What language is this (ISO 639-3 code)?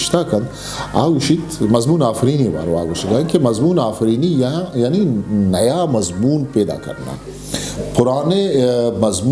bgp